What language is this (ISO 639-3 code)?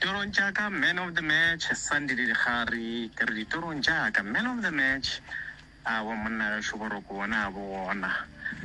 nso